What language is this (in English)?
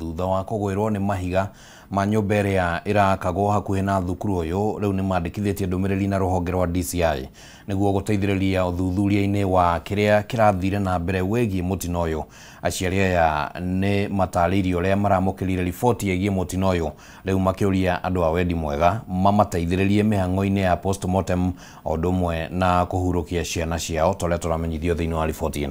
Kikuyu